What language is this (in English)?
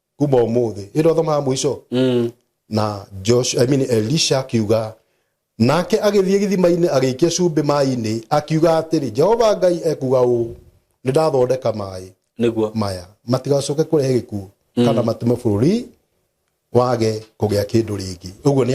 Kikuyu